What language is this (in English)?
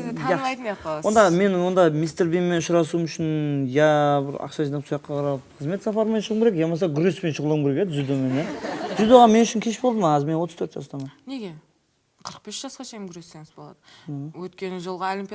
Kara-Kalpak